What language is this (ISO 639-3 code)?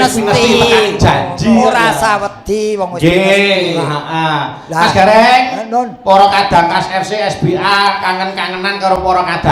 jav